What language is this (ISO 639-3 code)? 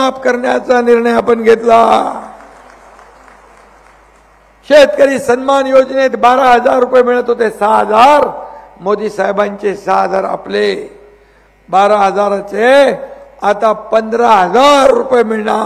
mar